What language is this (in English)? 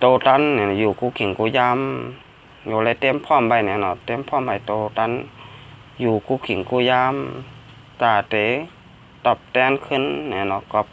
Shan